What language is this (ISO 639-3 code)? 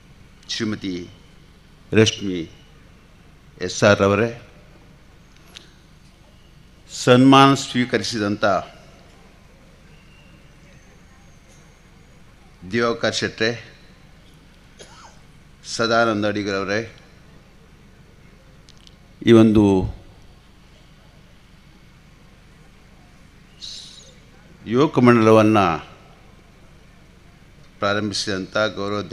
kan